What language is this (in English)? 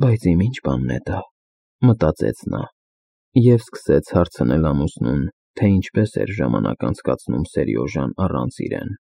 Armenian